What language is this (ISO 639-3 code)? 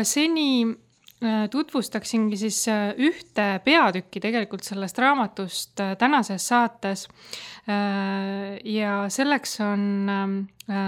est